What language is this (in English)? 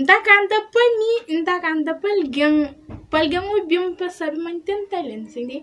Kabuverdianu